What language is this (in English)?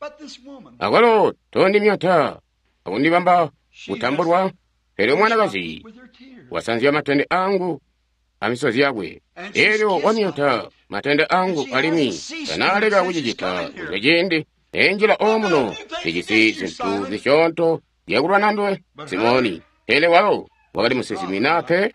Tonga (Zambia)